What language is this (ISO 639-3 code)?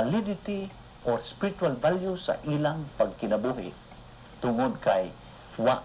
ceb